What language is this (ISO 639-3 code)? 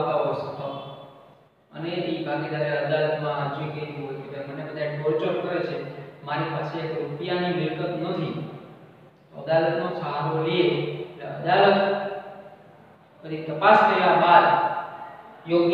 guj